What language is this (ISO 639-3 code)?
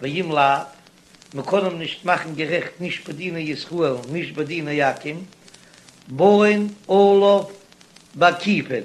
yid